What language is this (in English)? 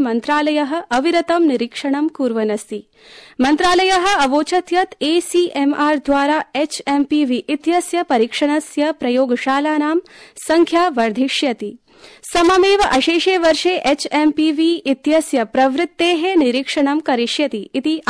Sanskrit